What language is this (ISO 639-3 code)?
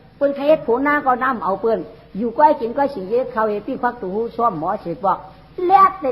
shn